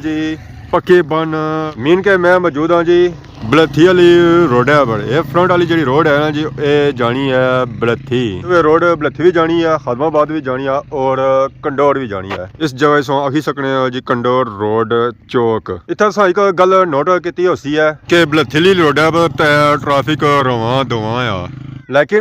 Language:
Pahari-Potwari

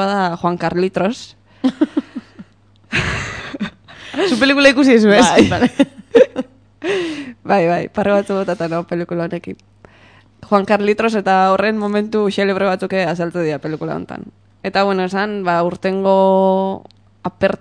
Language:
Basque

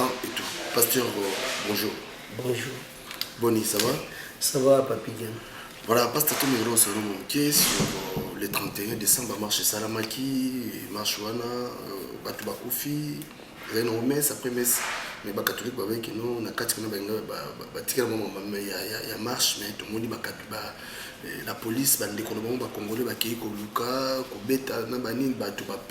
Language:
Lingala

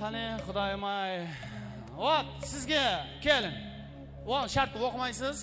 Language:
Kara-Kalpak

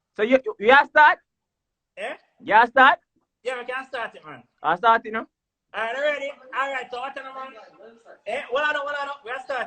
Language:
Jamaican Creole English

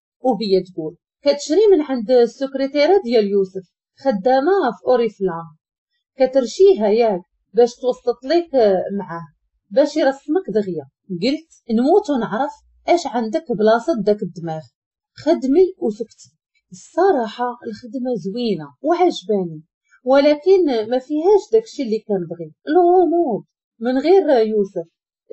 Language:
Moroccan Arabic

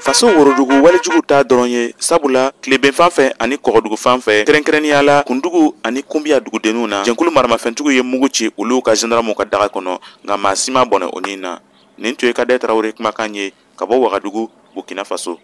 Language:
Bambara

